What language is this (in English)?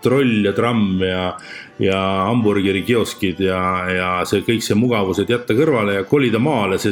Estonian